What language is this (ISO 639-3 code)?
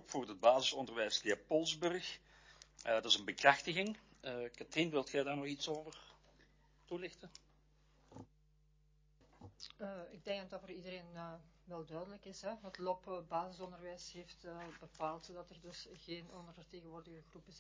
nld